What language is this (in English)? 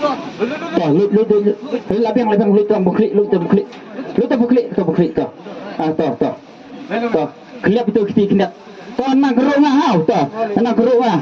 Khasi